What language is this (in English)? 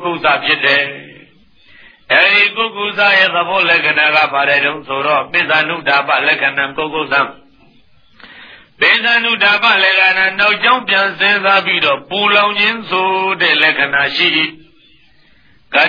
Burmese